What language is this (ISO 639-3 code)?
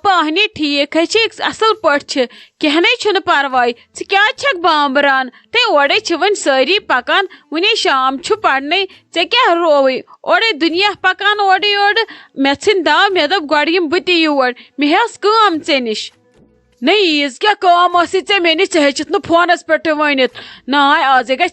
kas